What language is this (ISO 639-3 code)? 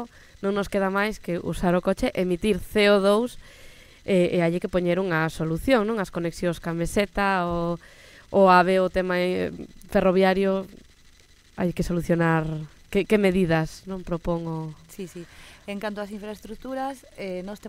glg